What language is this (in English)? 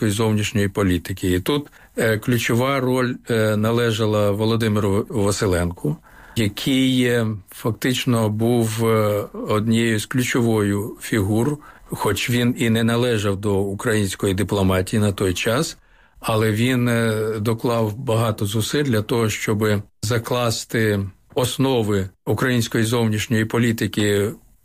Ukrainian